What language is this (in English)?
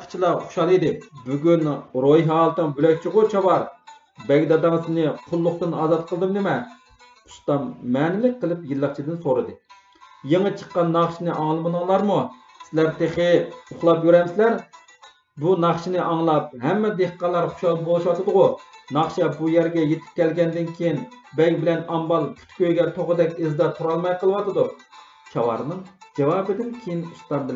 Uyghur